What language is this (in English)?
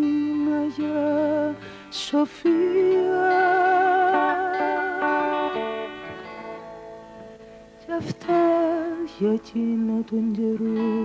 Greek